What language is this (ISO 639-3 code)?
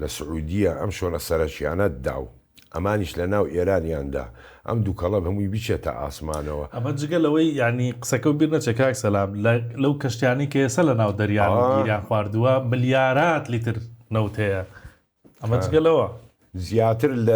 ckb